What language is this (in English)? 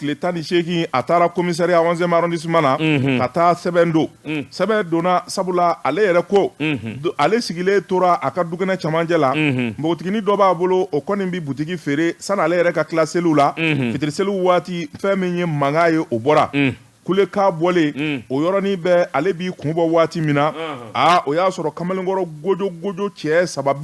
Bambara